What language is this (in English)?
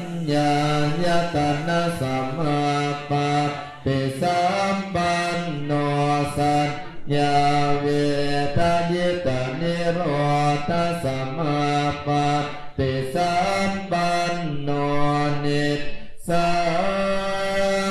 Pali